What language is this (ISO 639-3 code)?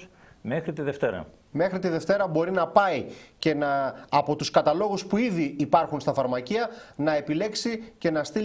ell